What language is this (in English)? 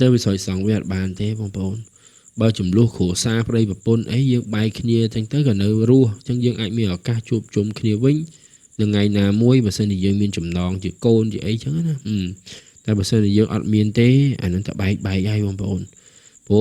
Khmer